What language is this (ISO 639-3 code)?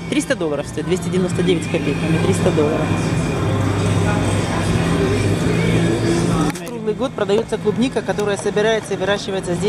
rus